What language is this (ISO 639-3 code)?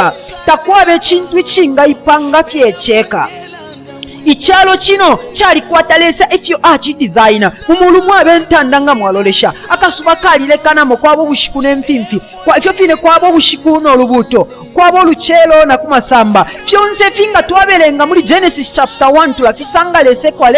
bem